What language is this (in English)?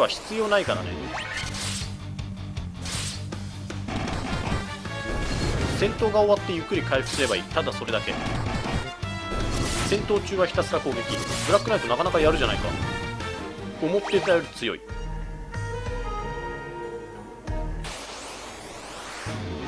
Japanese